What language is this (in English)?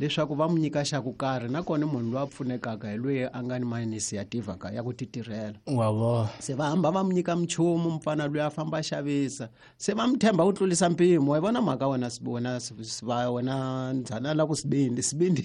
Tsonga